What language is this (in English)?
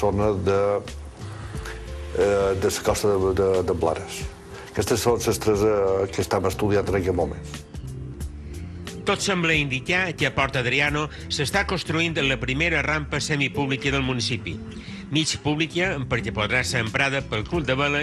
Catalan